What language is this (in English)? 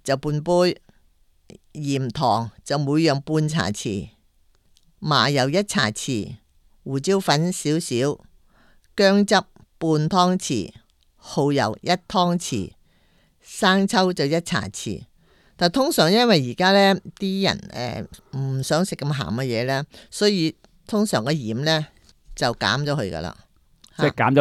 Cantonese